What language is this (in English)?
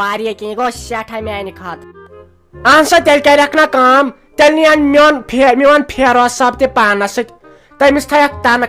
Kashmiri